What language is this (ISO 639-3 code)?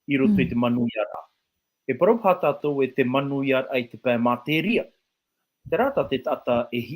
tah